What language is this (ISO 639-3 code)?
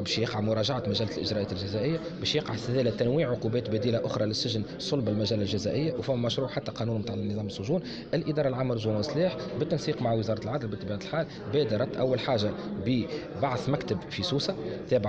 aeb